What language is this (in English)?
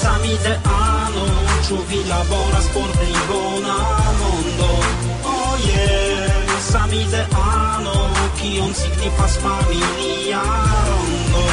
Esperanto